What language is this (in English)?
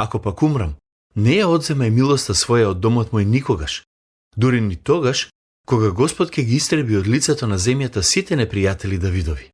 Macedonian